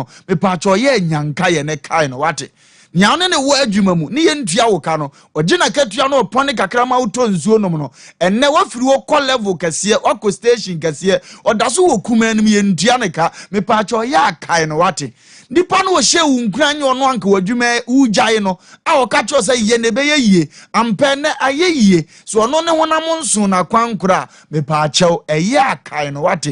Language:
Akan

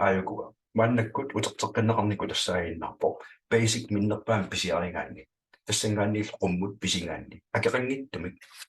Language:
Kalaallisut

